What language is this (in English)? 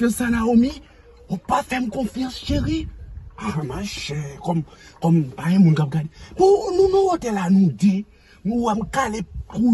Haitian Creole